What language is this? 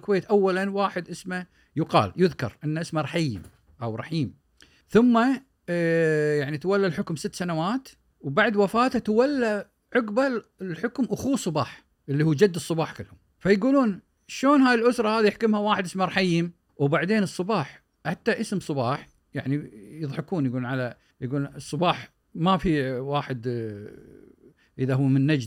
Gulf Arabic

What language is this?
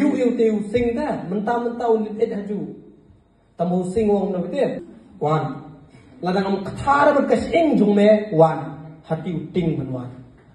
Khasi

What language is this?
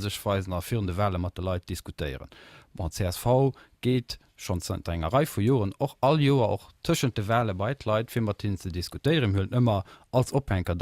Luxembourgish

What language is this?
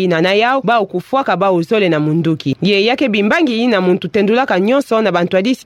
Kituba (Democratic Republic of Congo)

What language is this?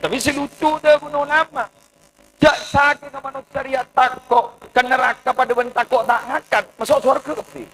Madurese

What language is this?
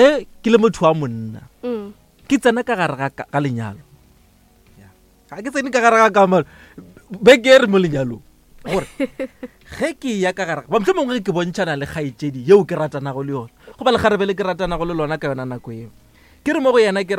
Northern Sotho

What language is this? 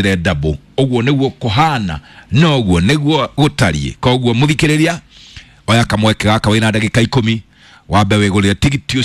Kikuyu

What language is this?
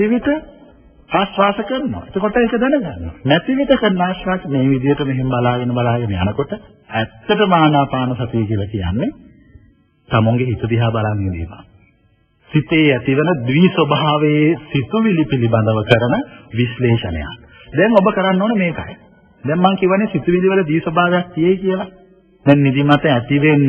Sinhala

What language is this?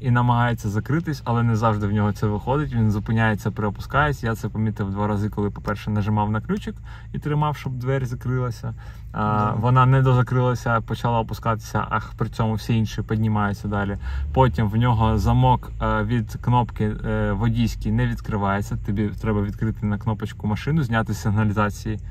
Ukrainian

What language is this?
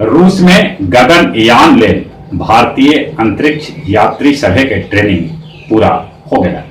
Magahi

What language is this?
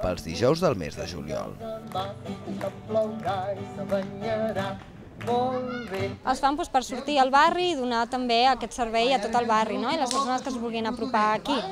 Catalan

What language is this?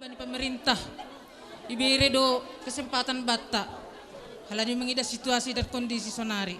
Batak Simalungun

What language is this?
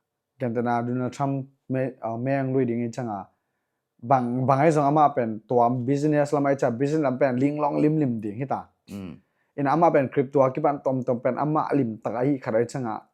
Tedim Chin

